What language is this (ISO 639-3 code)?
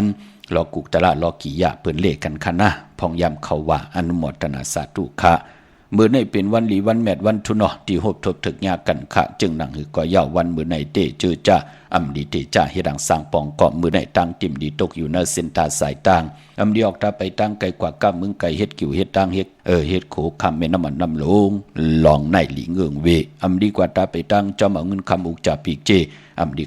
shn